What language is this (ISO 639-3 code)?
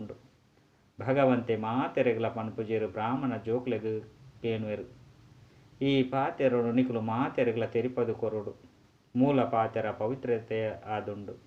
tcy